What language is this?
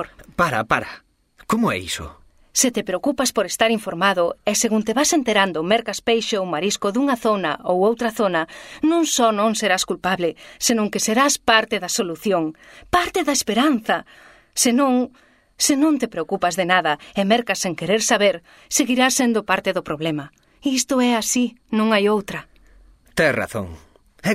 Galician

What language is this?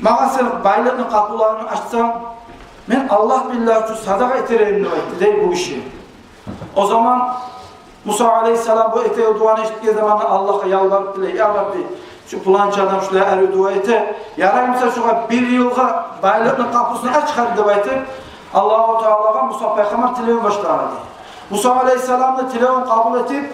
Kumyk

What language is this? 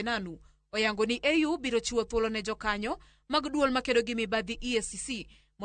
Luo (Kenya and Tanzania)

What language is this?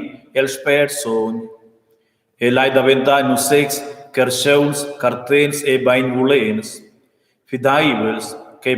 Romansh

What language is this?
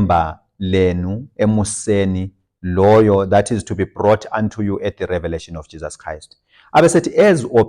Zulu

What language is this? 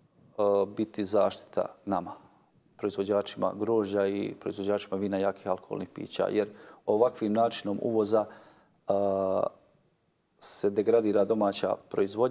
Bosnian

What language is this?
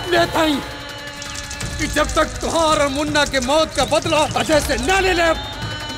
Bhojpuri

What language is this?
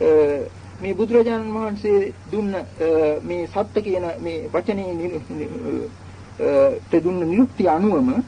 Sinhala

